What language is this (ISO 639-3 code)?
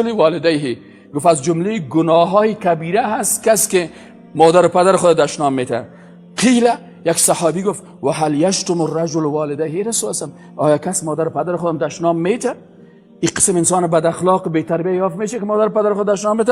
fas